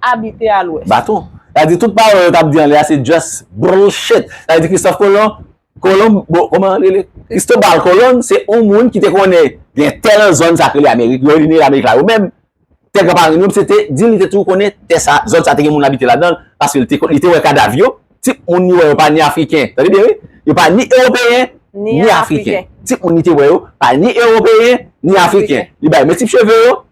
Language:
Haitian Creole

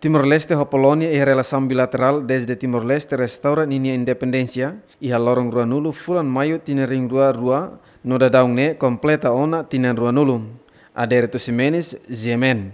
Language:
Tetum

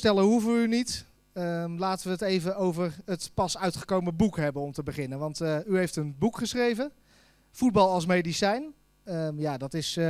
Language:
Dutch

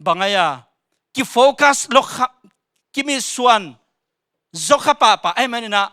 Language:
Tedim Chin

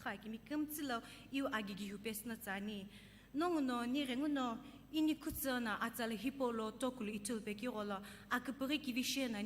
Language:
Sumi Naga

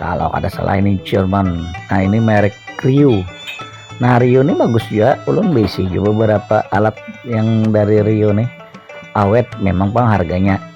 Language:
Banjar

